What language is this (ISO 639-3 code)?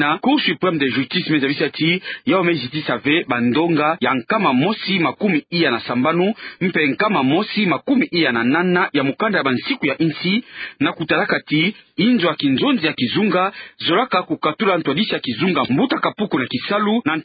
ktu